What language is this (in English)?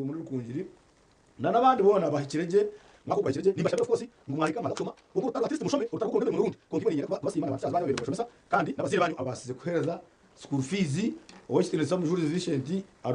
Nyankole